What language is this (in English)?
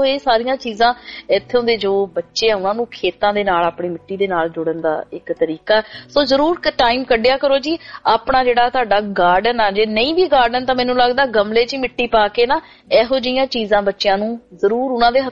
Punjabi